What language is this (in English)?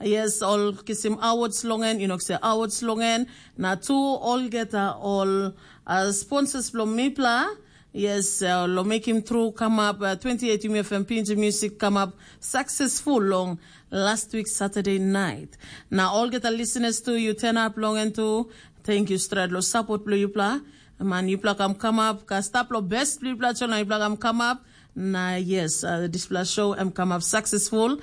Tok Pisin